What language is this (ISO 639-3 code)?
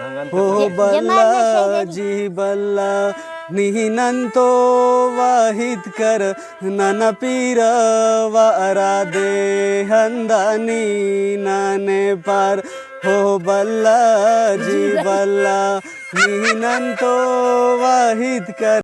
brh